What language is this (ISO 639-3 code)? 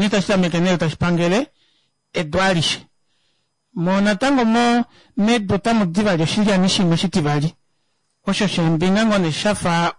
kua